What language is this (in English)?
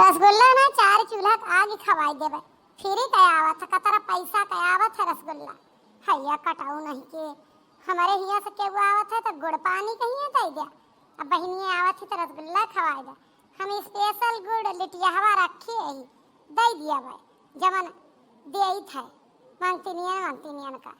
Awadhi